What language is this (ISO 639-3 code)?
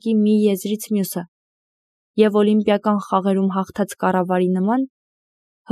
hye